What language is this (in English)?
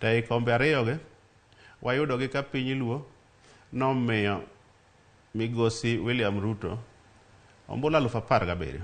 Luo (Kenya and Tanzania)